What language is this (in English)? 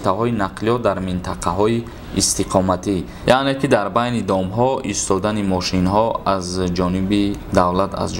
Tajik